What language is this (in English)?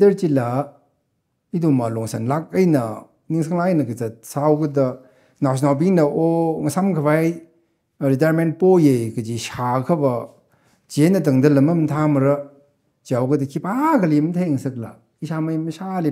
Tangkhul Naga (India)